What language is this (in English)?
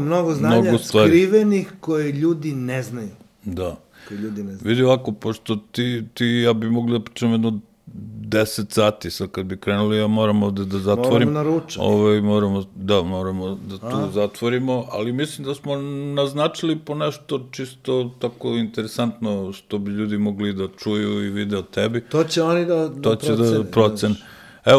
Serbian